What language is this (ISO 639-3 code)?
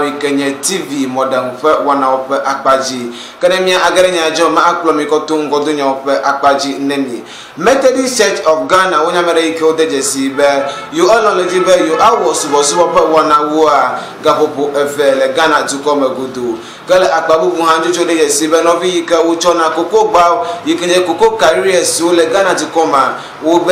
ewe